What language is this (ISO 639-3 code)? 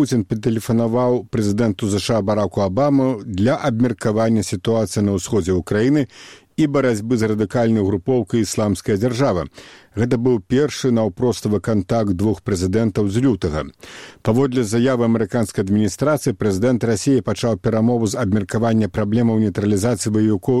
bel